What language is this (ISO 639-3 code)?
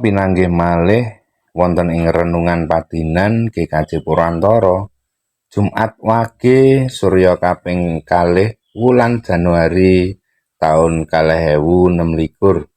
jav